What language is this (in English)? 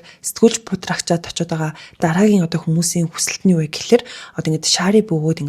Mongolian